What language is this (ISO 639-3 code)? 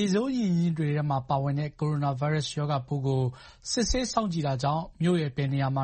mya